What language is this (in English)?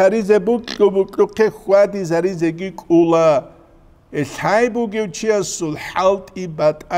Avaric